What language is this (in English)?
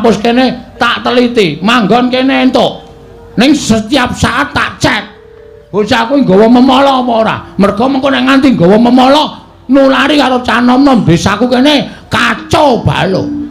Javanese